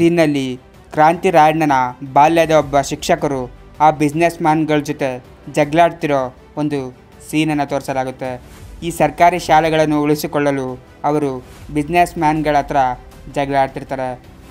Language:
Kannada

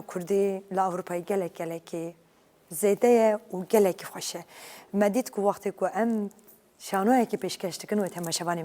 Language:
Kurdish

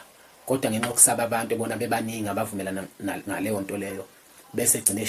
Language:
Zulu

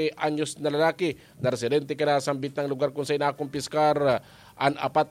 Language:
Bikol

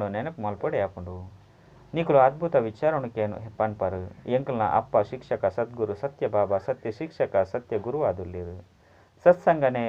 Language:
Tulu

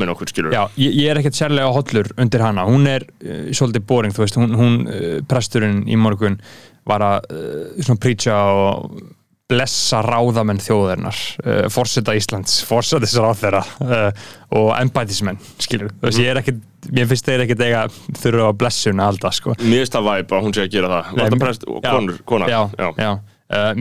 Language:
Icelandic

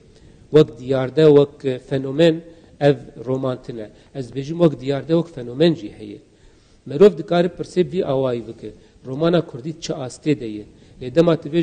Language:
Kurdish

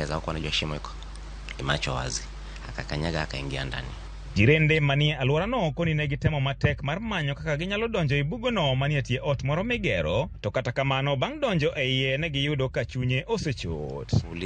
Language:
Luo (Kenya and Tanzania)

